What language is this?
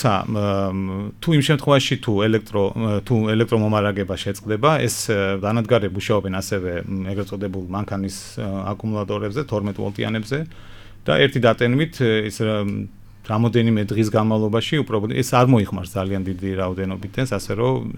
Georgian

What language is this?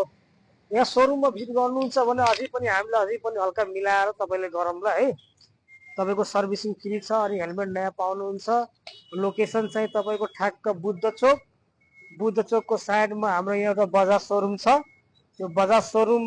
Nepali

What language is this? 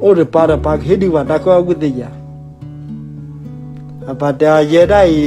S'gaw Karen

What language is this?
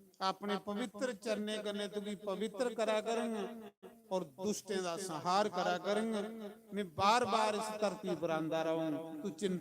Dogri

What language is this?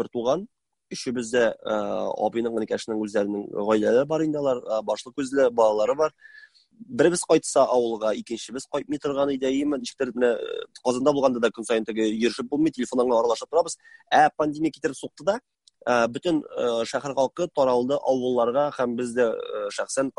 Tatar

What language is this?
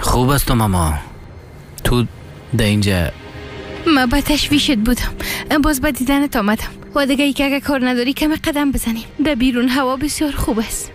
Persian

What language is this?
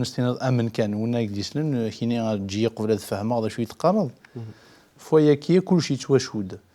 Kabyle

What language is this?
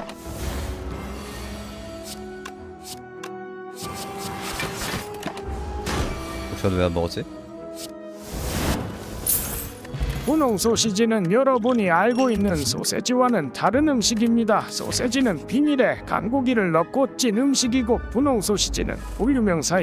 Korean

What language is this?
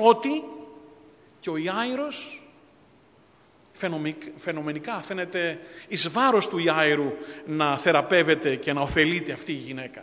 Greek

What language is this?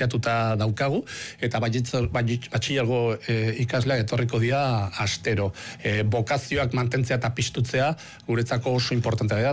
Basque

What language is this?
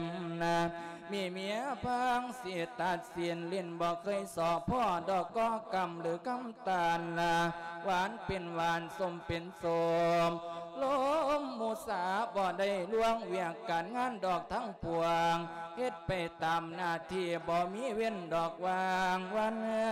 Lao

